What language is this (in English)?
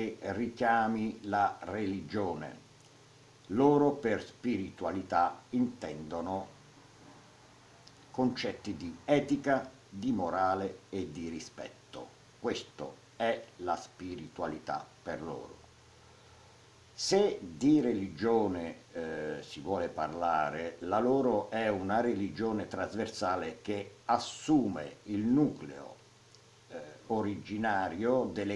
Italian